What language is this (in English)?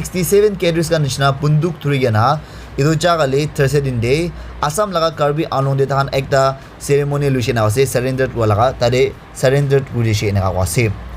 Naga Pidgin